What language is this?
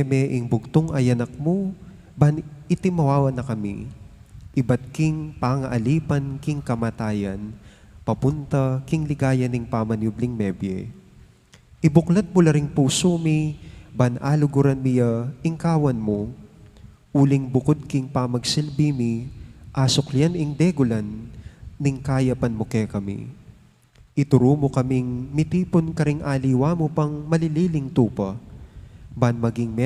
Pampanga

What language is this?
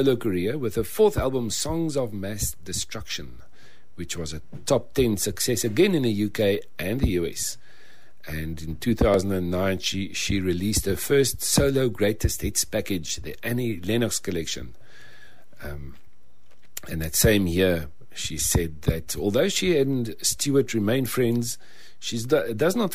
English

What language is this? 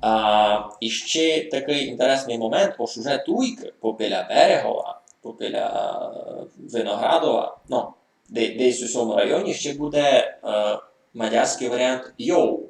Rusyn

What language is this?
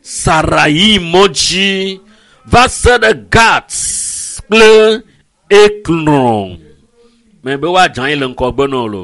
Ewe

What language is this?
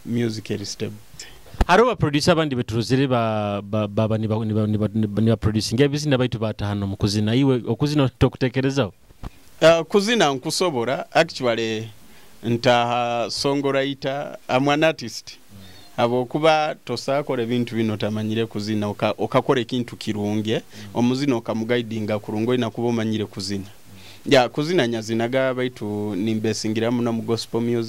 Nyoro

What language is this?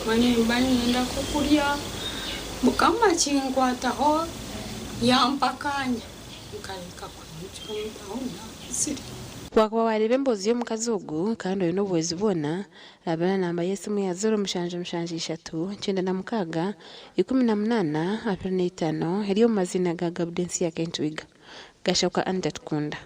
Nyankole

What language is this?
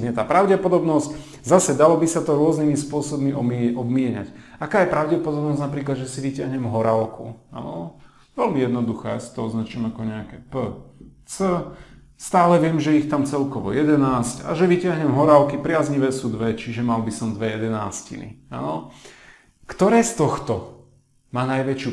Slovak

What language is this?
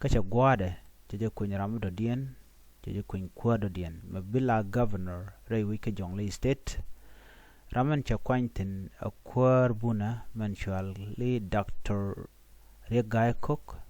Nuer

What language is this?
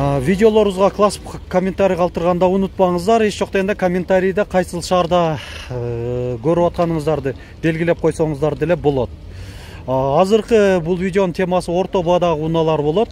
Kyrgyz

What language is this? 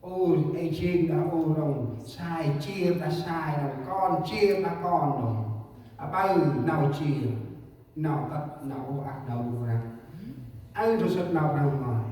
Central Mnong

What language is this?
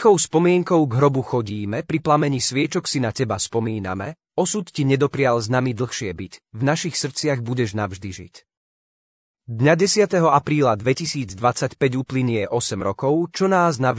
Slovak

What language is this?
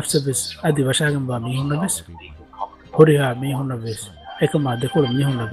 Divehi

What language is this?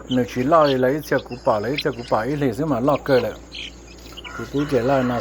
Hmong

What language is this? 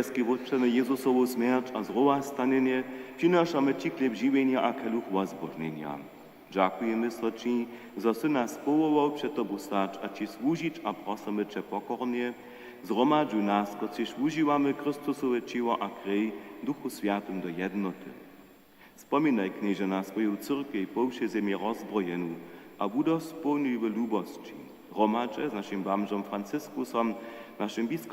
Upper Sorbian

